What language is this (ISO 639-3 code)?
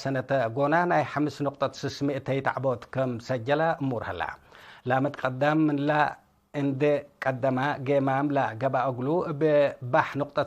tig